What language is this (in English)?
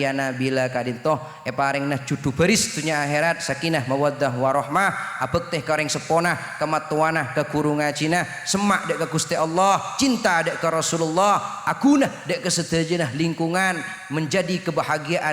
Madurese